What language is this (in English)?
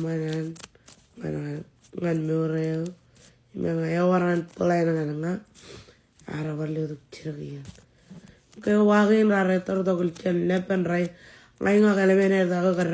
Marshallese